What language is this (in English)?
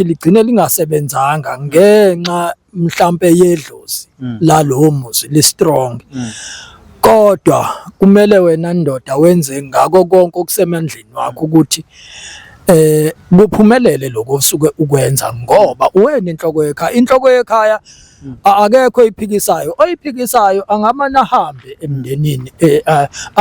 Zulu